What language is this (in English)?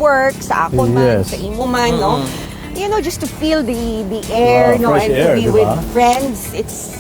Hiligaynon